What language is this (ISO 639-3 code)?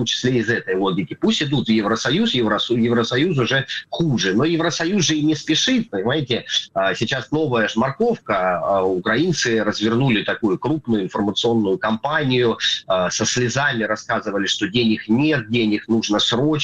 rus